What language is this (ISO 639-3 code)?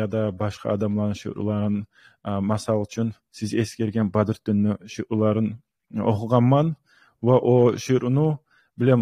kum